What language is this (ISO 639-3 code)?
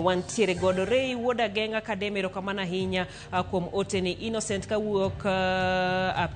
luo